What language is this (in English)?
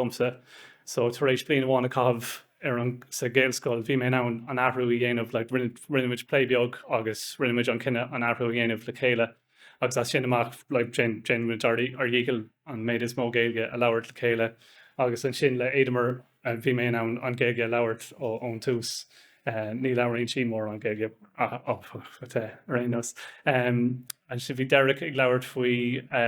Irish